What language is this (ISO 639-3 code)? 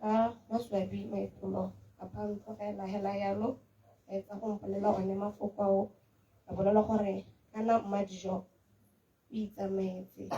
tsn